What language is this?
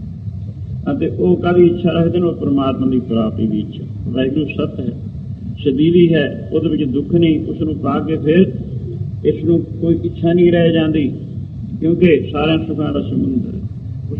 Punjabi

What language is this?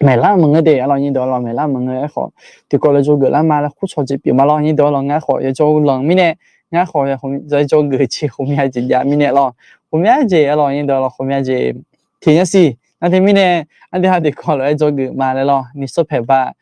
Akha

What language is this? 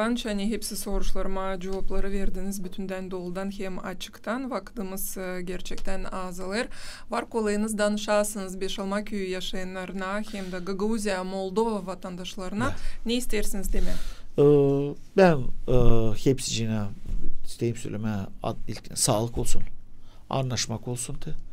Gagauz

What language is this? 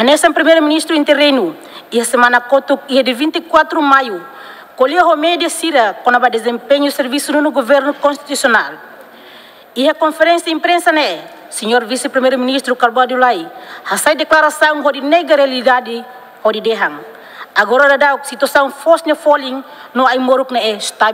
Tetum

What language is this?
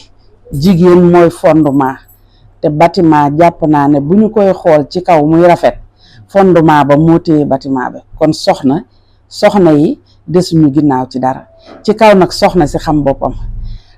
Wolof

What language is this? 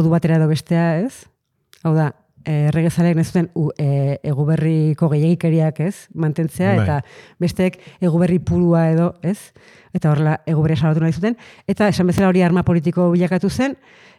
Basque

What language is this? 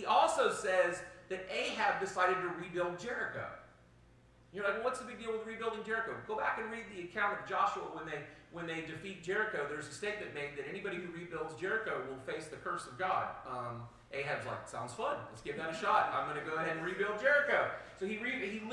English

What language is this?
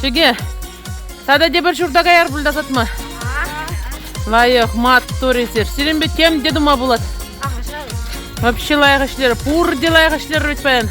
Chuvash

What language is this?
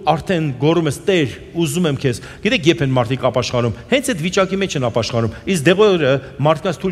Armenian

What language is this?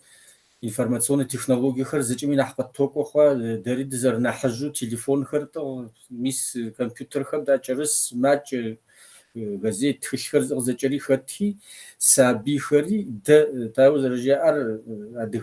Kabardian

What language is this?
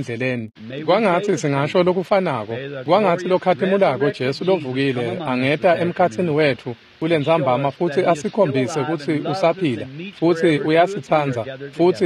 Swati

